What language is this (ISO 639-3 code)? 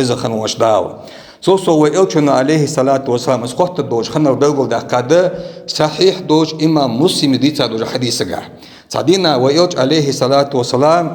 inh